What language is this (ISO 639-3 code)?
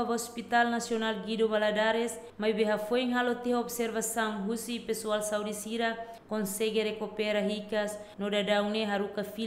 tet